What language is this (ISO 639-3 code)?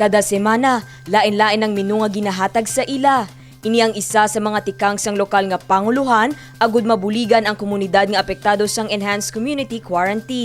hil